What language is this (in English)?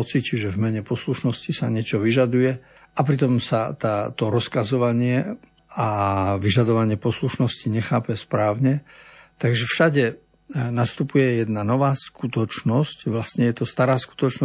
Slovak